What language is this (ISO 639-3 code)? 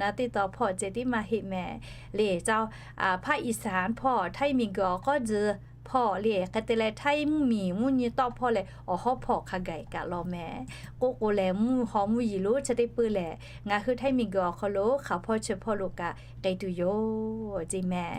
lhu